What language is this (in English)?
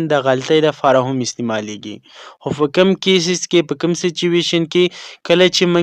Pashto